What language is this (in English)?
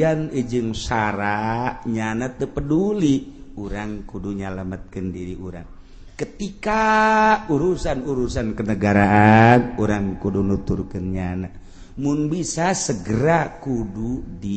Sundanese